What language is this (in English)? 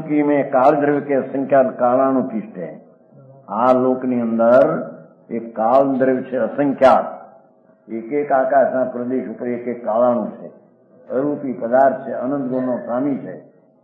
Gujarati